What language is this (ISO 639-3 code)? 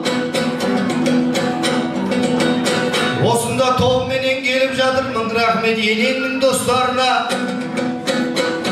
kaz